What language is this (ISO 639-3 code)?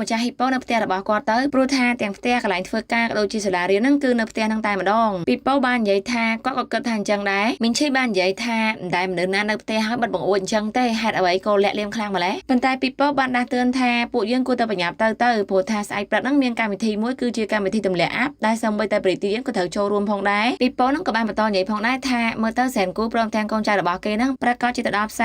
khm